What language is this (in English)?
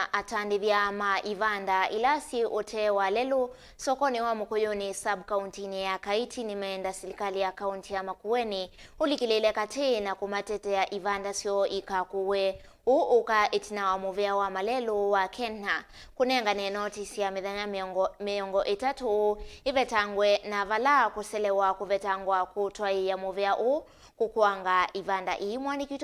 Kamba